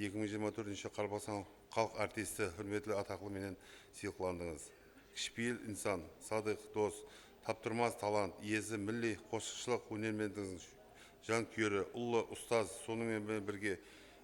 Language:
Kara-Kalpak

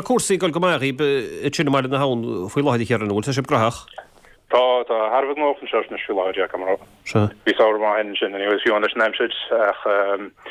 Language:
Irish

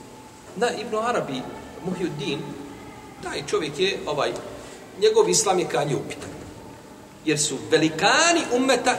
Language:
Bosnian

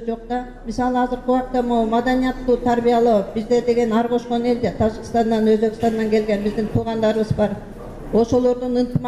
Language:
Kyrgyz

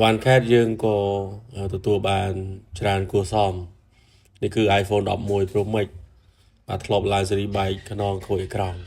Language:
Khmer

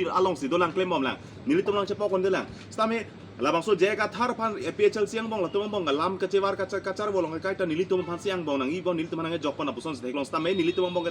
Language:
Karbi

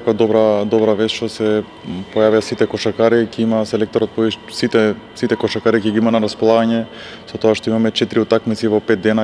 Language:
Macedonian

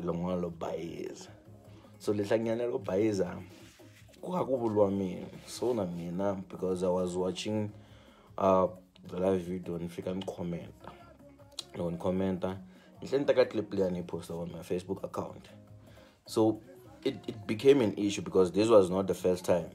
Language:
Tsonga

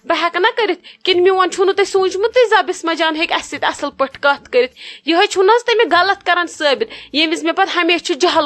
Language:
Kashmiri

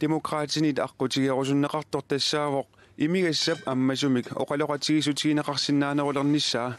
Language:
Kalaallisut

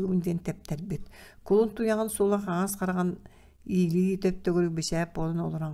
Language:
Yakut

